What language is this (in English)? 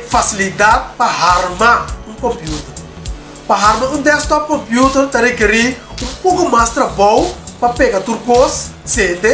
Papiamento